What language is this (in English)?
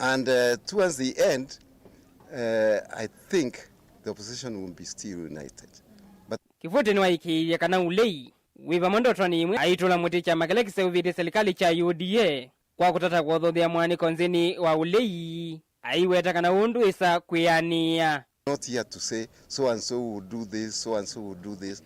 Kamba